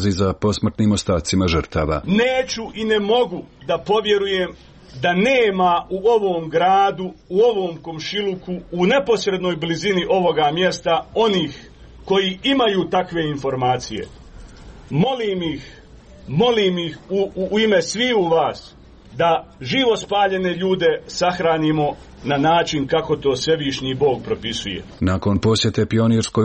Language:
Serbian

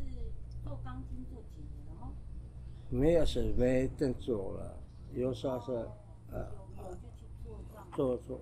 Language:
Taroko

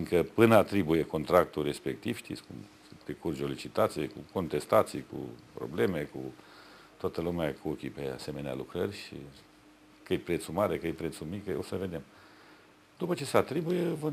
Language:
Romanian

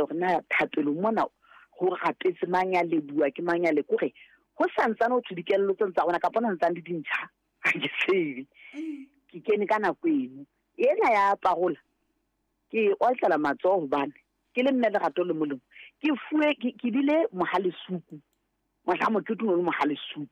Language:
Southern Sotho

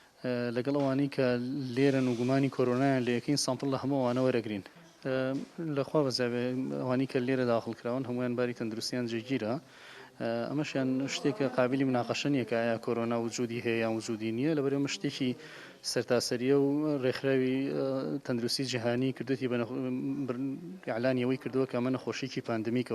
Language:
Central Kurdish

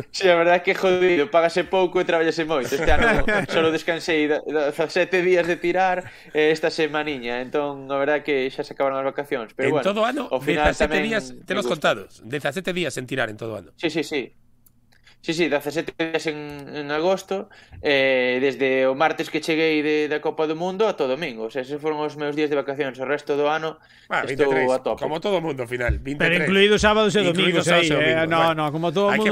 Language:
Galician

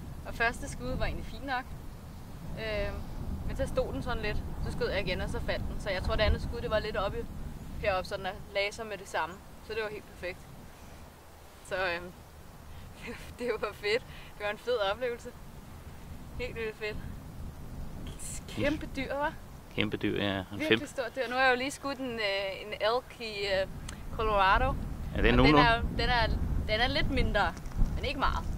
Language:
Danish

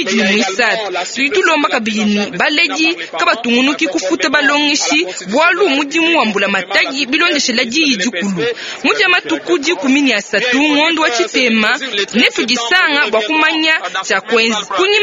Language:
Luba-Lulua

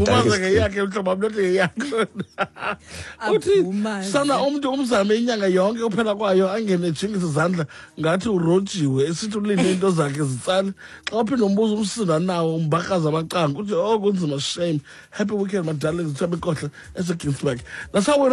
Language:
Xhosa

